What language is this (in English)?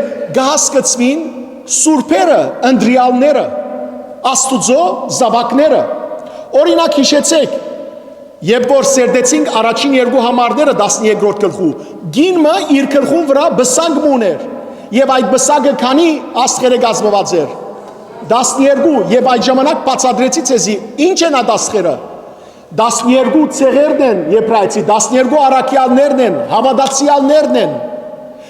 Western Armenian